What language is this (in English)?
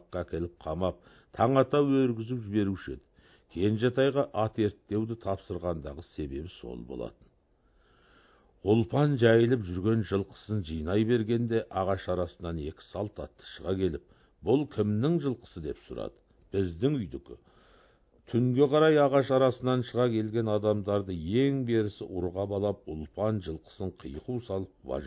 Kazakh